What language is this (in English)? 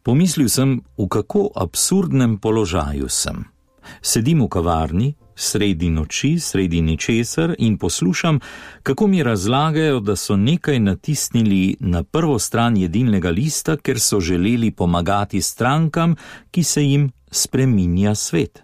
Slovenian